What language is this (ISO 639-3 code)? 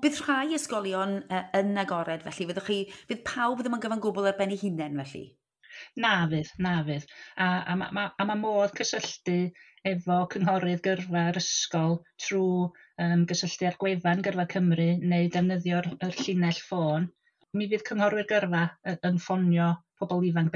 cym